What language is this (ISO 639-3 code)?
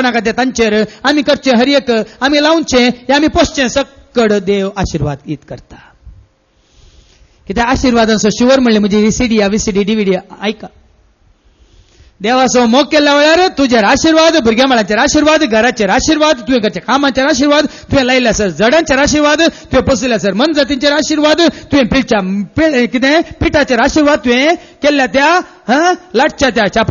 kok